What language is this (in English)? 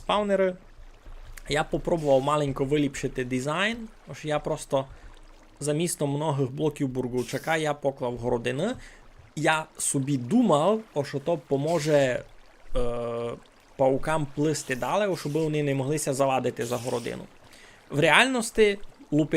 Rusyn